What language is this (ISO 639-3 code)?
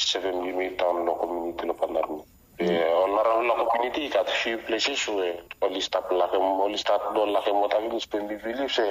bis